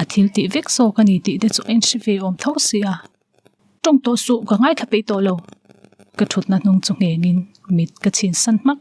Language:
Mizo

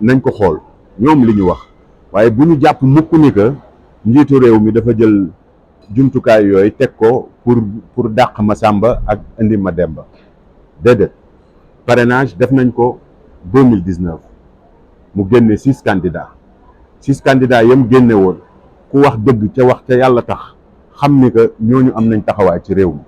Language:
Wolof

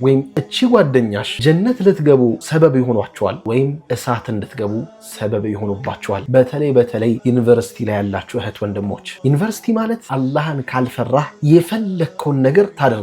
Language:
Amharic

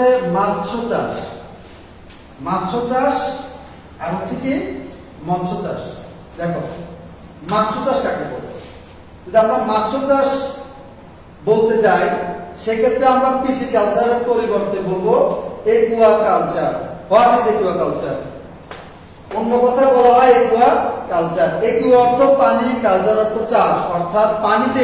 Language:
Bangla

